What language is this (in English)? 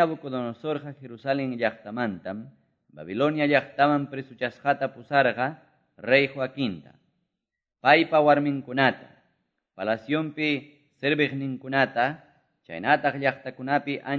Quechua